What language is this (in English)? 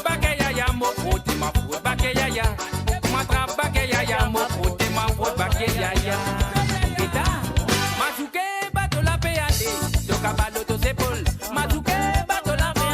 Morisyen